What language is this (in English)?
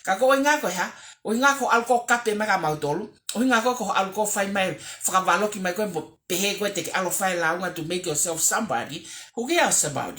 Tongan